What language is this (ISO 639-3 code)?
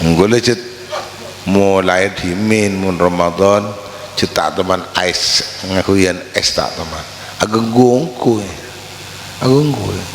mad